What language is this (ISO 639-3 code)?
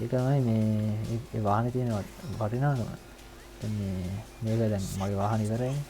sin